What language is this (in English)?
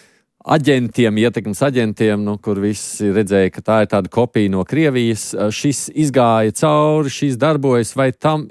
Latvian